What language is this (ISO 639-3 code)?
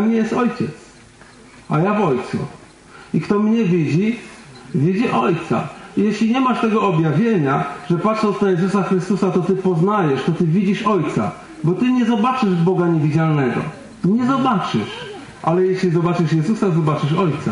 pol